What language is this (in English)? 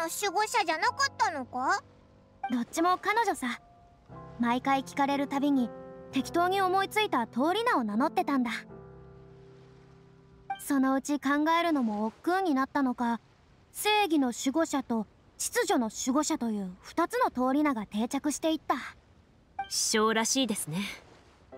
Japanese